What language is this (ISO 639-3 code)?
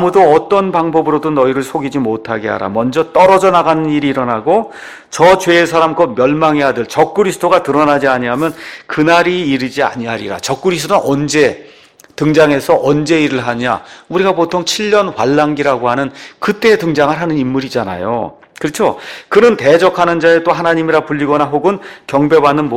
kor